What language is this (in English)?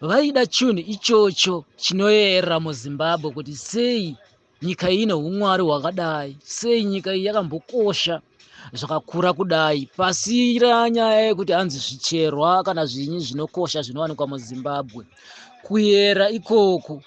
Shona